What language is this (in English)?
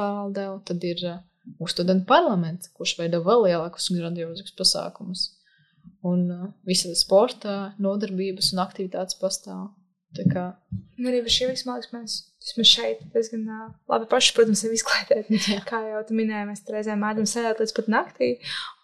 Latvian